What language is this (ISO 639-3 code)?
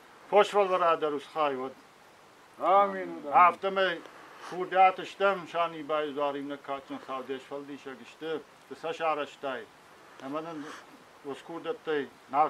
oss